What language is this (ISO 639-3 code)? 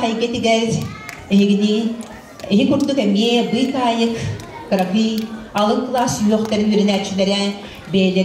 sah